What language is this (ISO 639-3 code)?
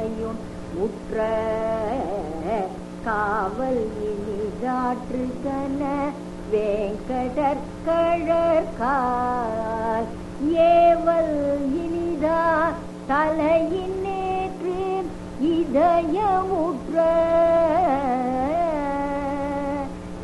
tam